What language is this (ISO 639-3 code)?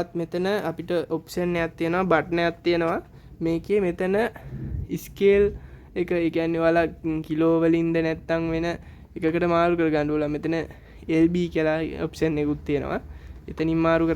sin